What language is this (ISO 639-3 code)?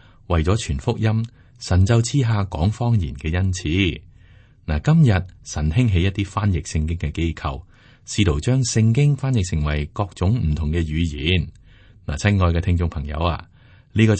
yue